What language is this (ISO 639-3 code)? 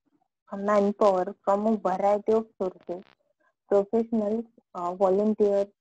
mar